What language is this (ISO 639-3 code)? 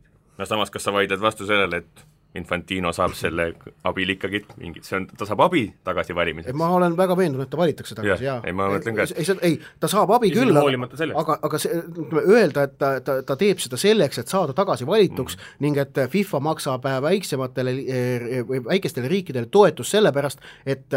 est